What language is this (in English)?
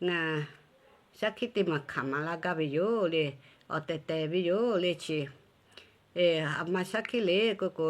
Lahu